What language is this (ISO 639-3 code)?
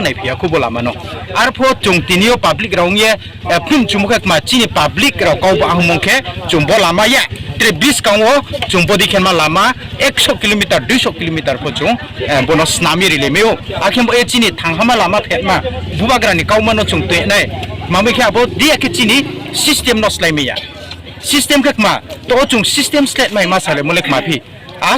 ria